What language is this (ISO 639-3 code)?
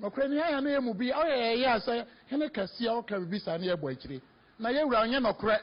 aka